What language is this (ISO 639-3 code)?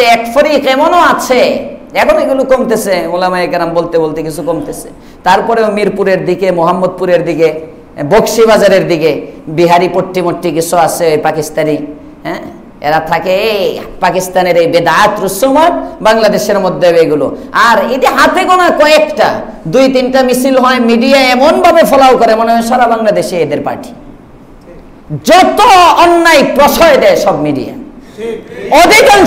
ben